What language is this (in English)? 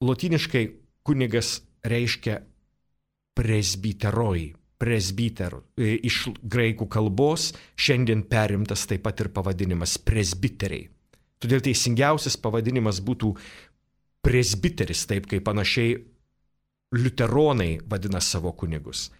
Lithuanian